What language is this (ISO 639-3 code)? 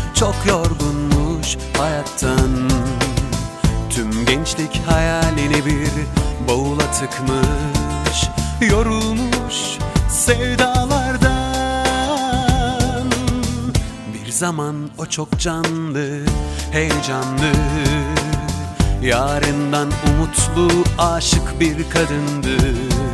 tur